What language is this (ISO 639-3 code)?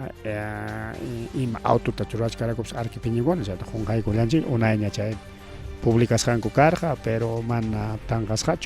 quy